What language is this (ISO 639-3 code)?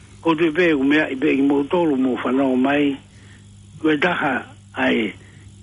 ton